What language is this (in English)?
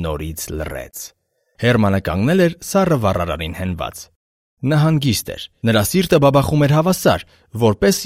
Armenian